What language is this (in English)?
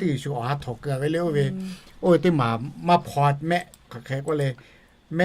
Lahu